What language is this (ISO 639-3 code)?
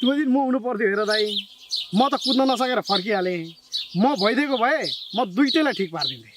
nep